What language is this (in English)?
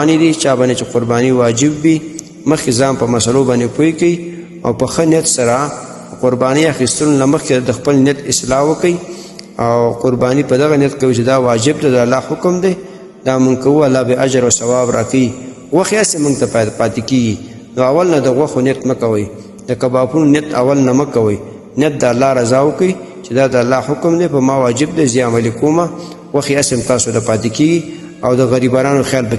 Pashto